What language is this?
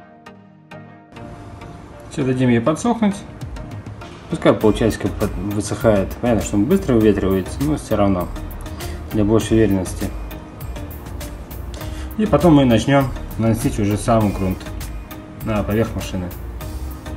Russian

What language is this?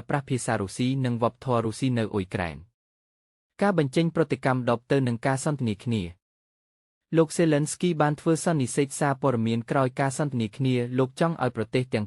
Khmer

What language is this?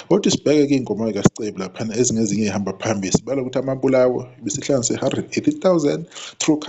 Zulu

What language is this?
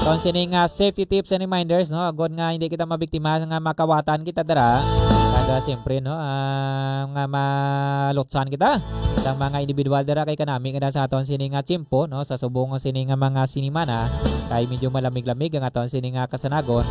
Hiligaynon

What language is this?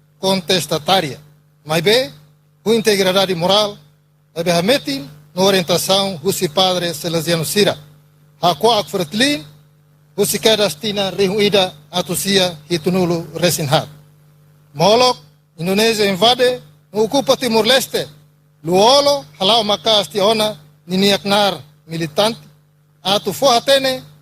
Tetum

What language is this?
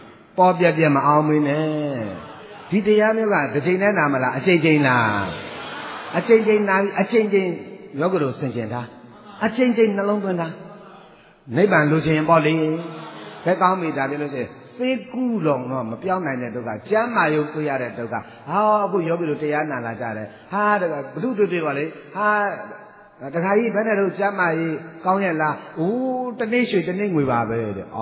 Burmese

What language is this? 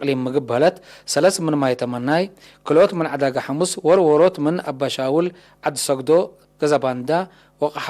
Tigre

